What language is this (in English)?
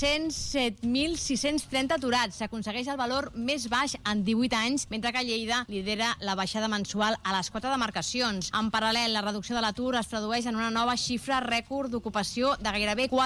Catalan